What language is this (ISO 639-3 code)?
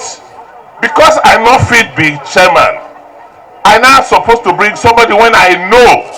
pcm